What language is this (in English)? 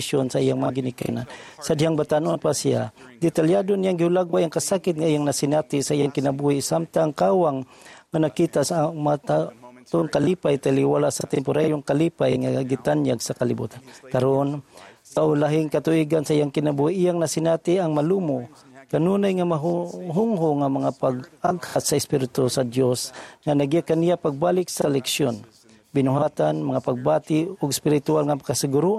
Cebuano